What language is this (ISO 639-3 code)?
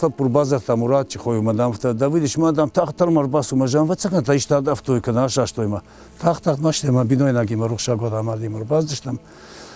oss